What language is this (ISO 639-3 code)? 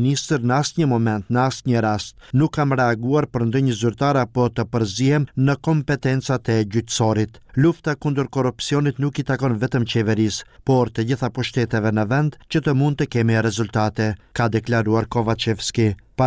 sqi